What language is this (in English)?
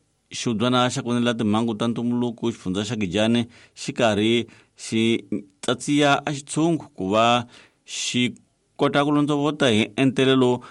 Tsonga